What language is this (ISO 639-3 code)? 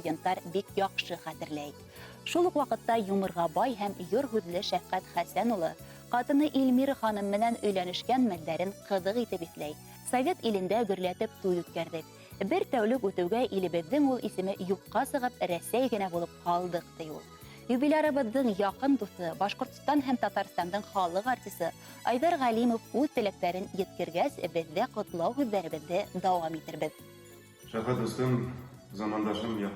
bak